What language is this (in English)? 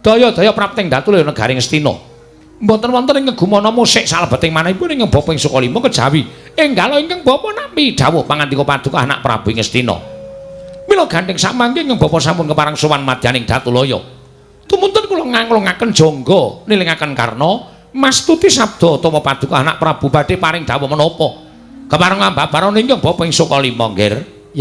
Javanese